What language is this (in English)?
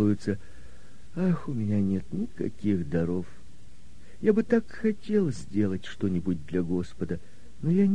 Russian